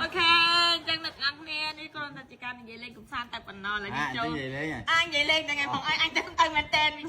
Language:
Khmer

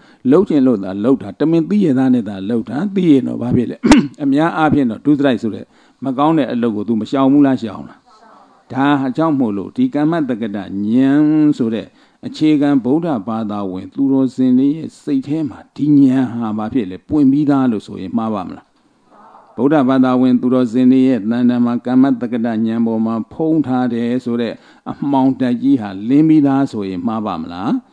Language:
Burmese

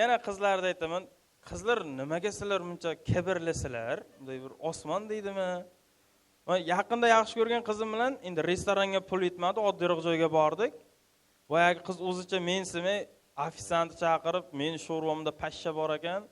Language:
Uzbek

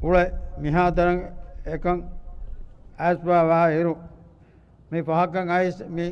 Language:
Divehi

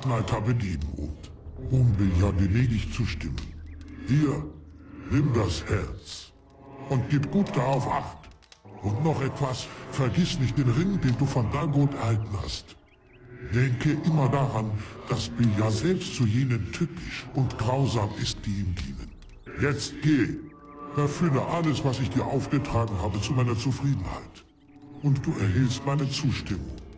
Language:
German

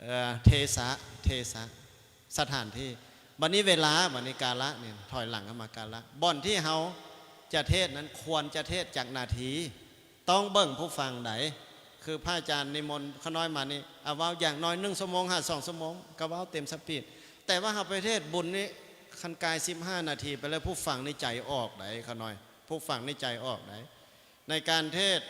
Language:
Lao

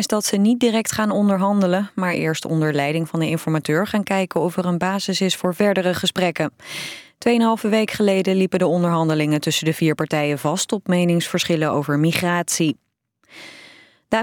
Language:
Dutch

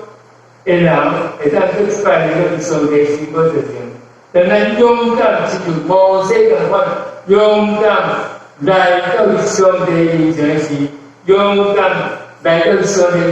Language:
Min Nan Chinese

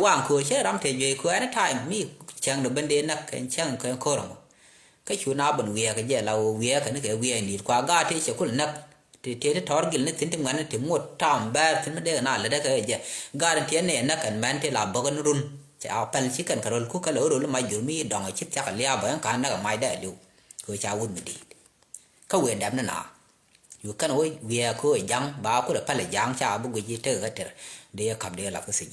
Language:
Nuer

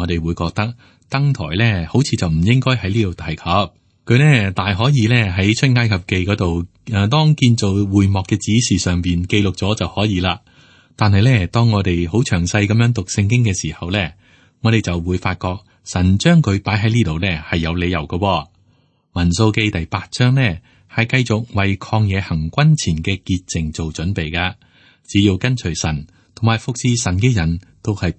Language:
Cantonese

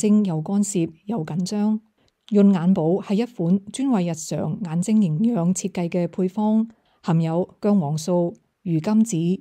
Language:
Cantonese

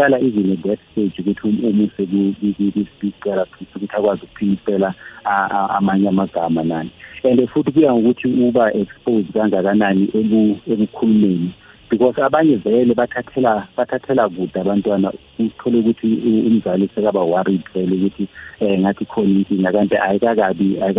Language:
South Ndebele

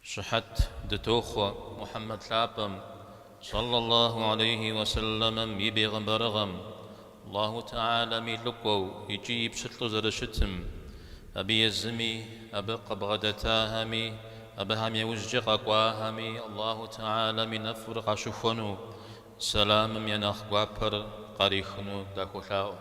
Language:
Kabardian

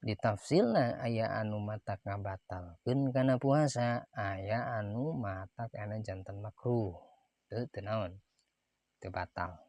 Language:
Sundanese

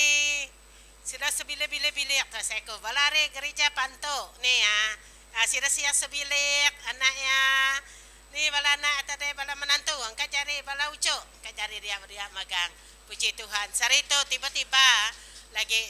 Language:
Iban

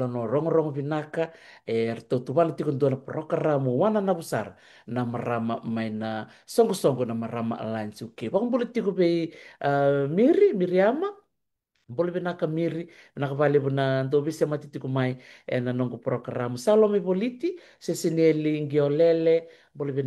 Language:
Fijian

